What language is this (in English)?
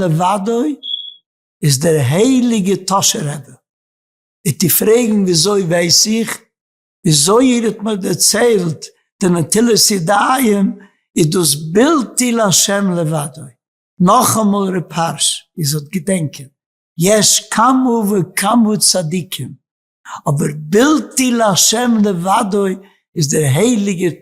Yiddish